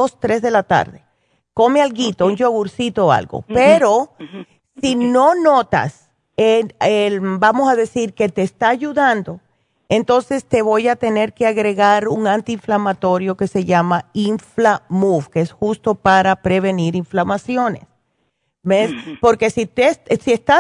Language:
Spanish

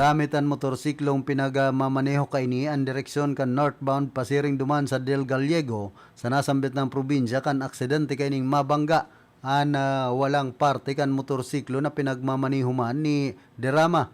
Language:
Bikol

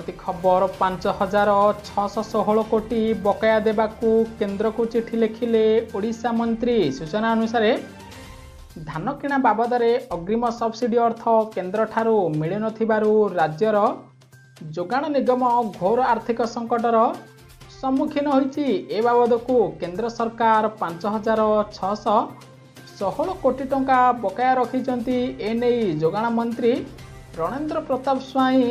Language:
Odia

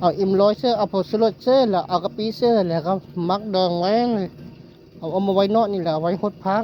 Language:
Northeastern Thai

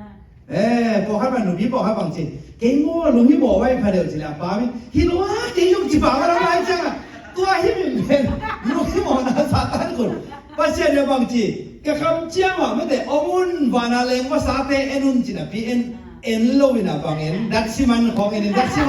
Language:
Tedim Chin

